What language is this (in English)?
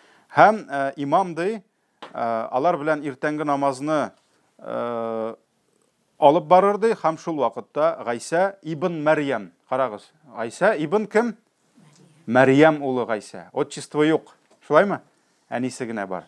Tatar